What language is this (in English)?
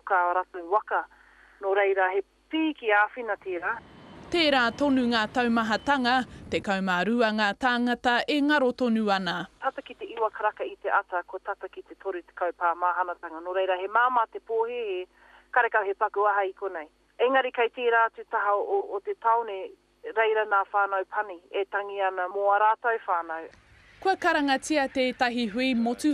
Māori